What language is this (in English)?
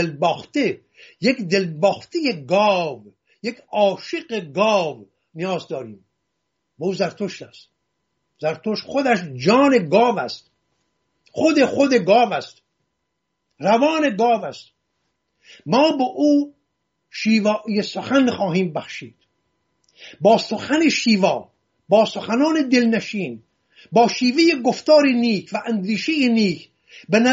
Persian